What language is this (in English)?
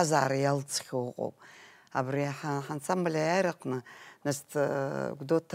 Abkhazian